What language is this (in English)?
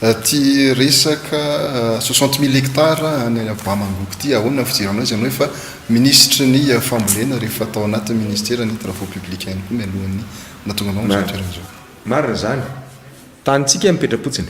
Malagasy